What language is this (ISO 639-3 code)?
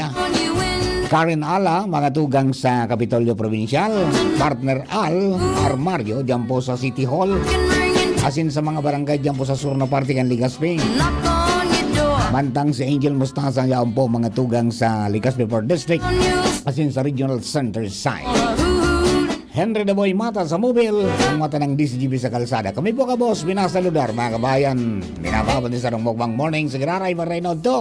bik